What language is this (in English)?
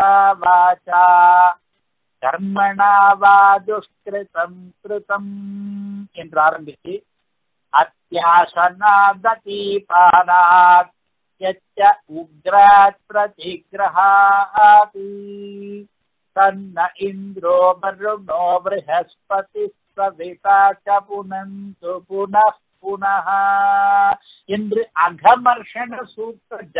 Tamil